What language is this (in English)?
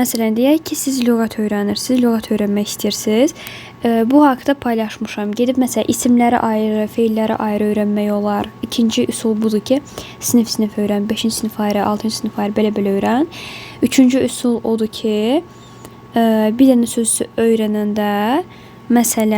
Azerbaijani